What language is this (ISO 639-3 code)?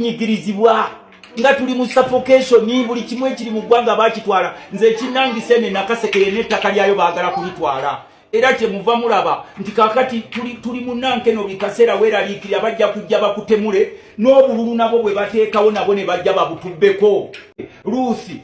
lug